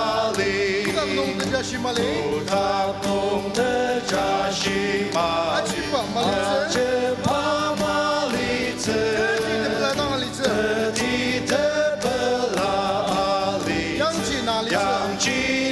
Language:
Ao Naga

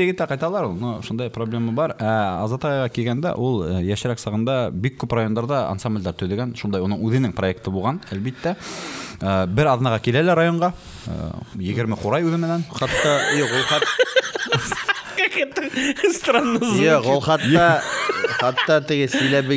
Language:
Bashkir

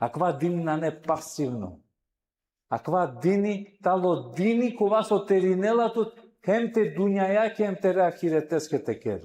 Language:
Balkan Romani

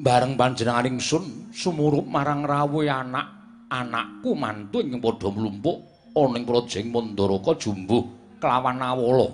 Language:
Javanese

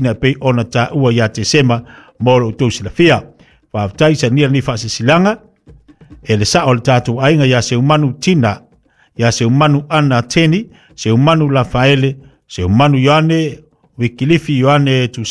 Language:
Samoan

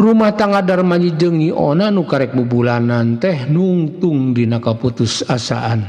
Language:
Sundanese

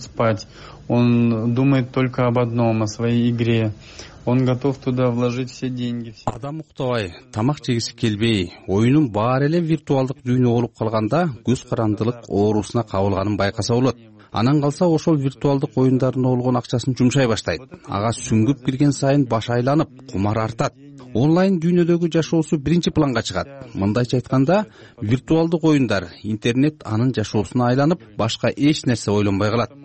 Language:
Kyrgyz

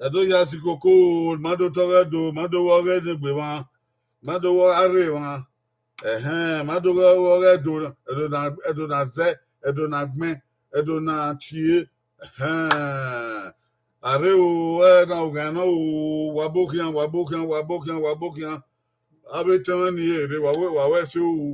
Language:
Bini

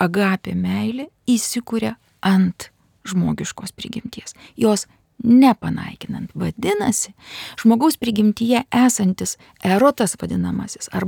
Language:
Lithuanian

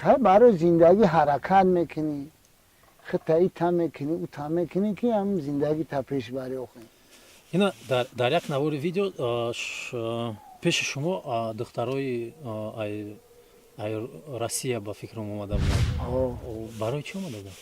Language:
Tajik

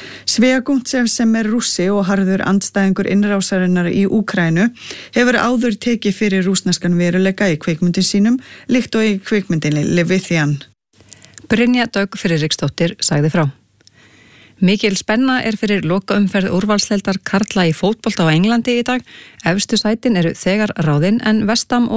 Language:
Icelandic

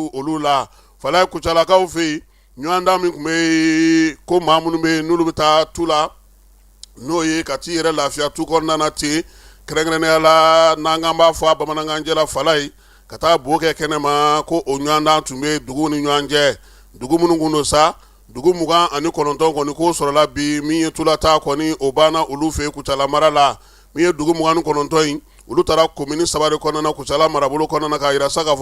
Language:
Bambara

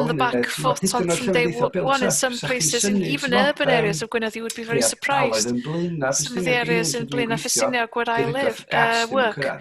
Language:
Welsh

